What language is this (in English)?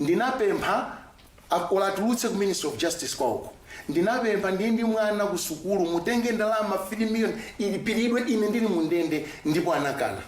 Nyanja